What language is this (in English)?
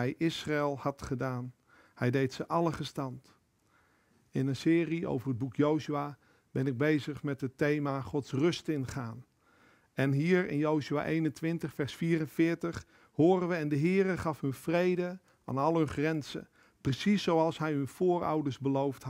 Dutch